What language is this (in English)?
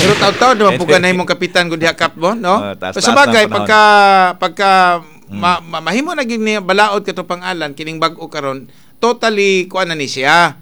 Cebuano